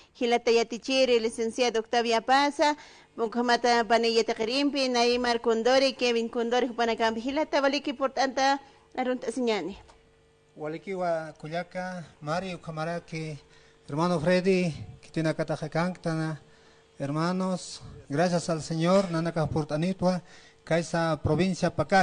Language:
Aymara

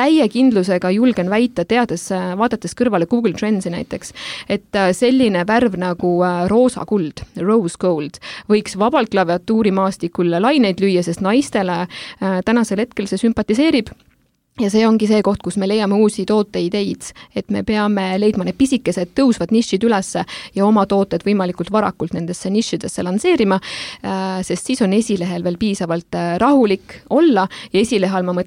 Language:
Estonian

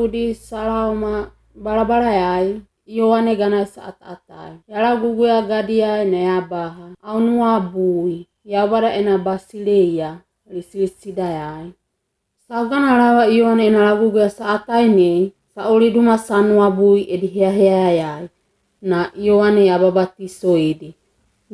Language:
Wagawaga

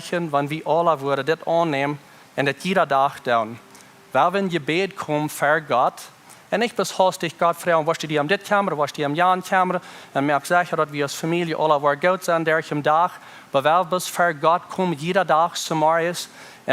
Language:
Plautdietsch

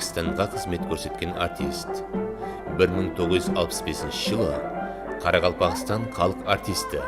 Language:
Kara-Kalpak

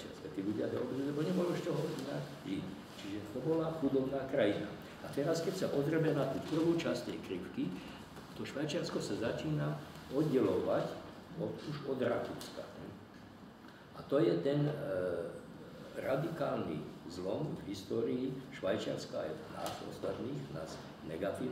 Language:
Slovak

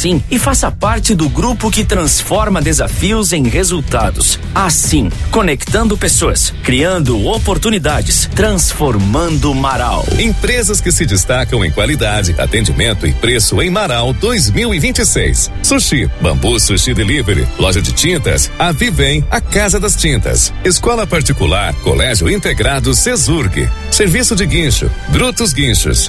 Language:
Portuguese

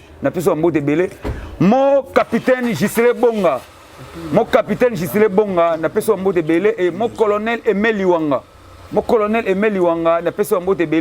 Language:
Lingala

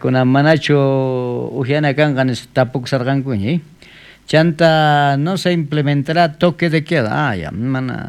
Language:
South Bolivian Quechua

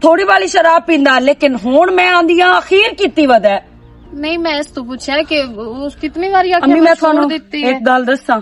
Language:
Western Panjabi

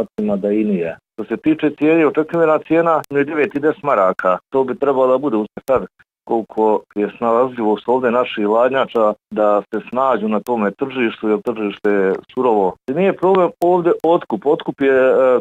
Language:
Bosnian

